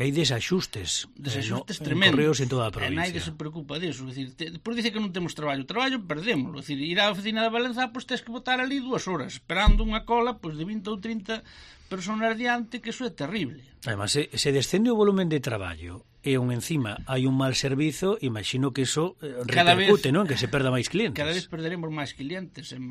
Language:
Galician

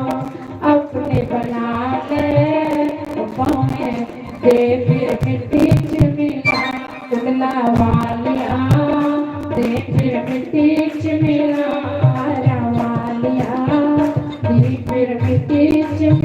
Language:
Dogri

